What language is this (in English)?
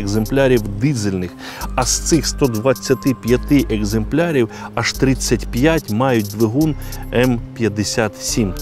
Ukrainian